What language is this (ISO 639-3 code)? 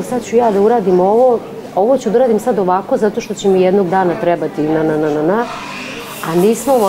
srp